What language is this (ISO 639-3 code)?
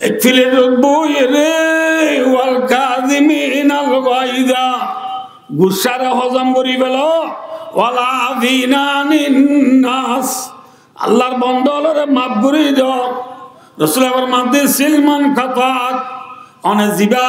rhg